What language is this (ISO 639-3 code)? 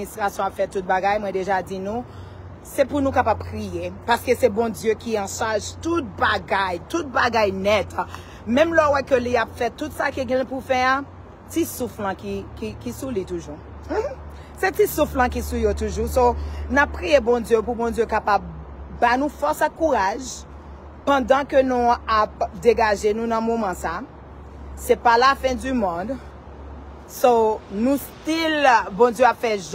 hat